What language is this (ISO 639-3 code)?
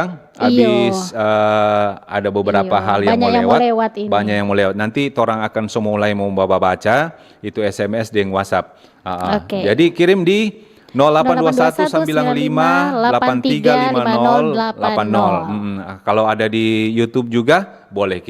xmm